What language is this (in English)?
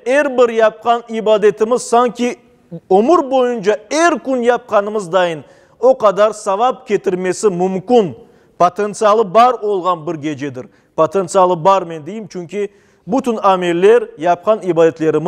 Crimean Tatar